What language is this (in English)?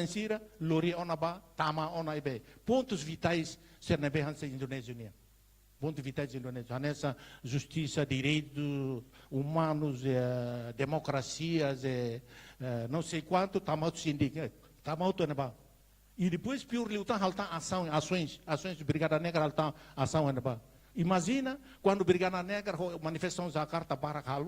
Tetum